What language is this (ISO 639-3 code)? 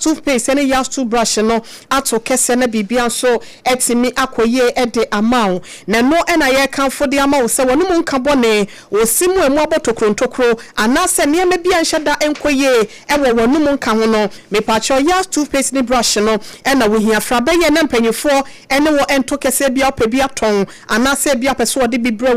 aka